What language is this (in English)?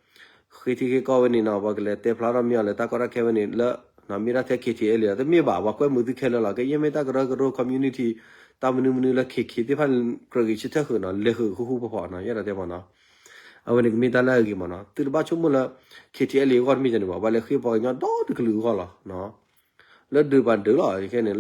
S'gaw Karen